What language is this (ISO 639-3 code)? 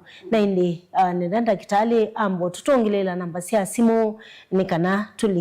kam